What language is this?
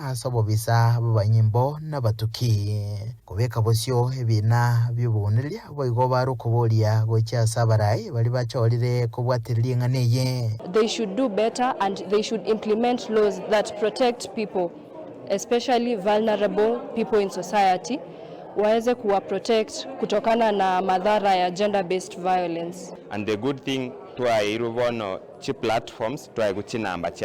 Gusii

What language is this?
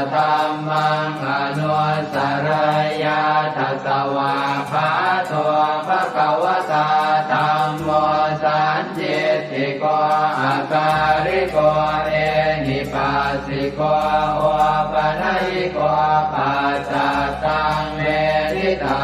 Pali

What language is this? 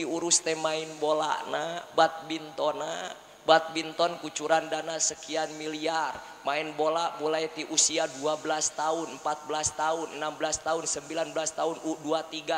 Sundanese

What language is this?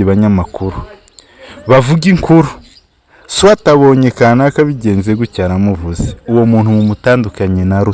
Kinyarwanda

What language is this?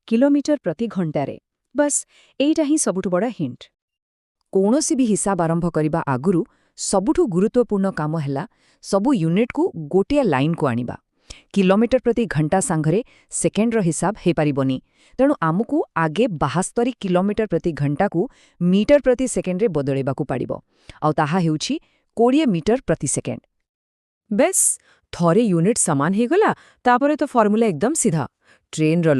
Odia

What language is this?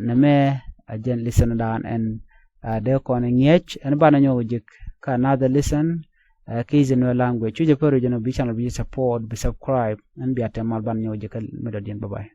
Nuer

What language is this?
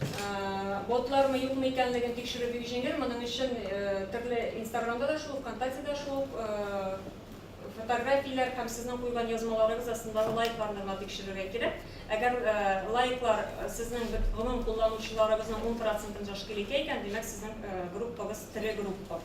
Tatar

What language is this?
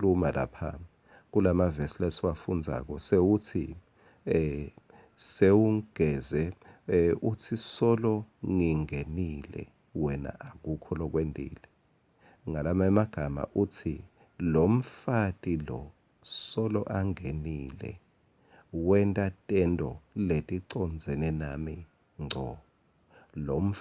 Swati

